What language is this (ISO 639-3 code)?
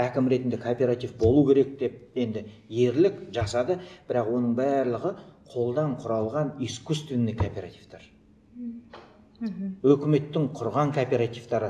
kaz